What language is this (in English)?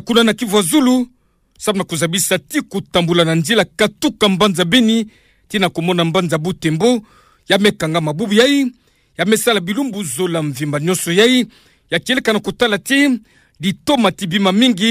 Kituba (Democratic Republic of Congo)